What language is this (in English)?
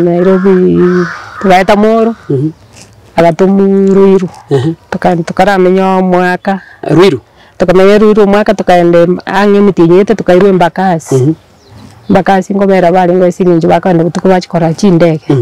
Gusii